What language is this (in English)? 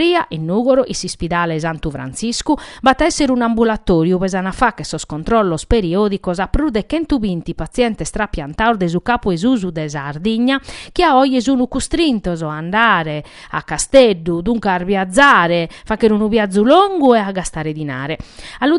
Sardinian